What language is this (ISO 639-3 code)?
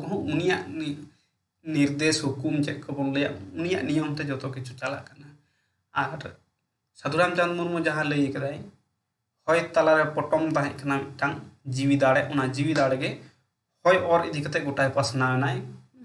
sat